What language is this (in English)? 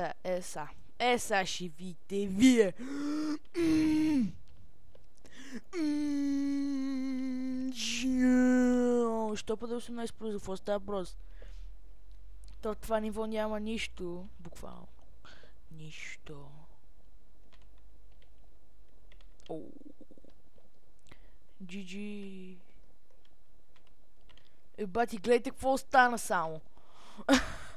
Bulgarian